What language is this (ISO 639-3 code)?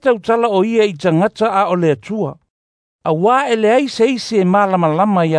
smo